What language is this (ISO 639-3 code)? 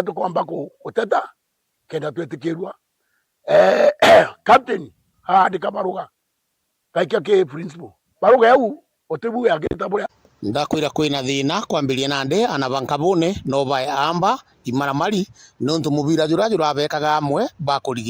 mer